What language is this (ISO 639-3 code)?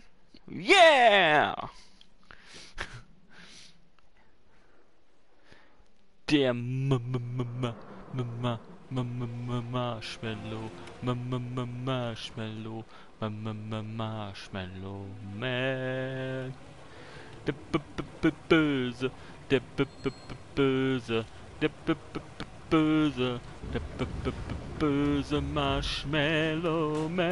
deu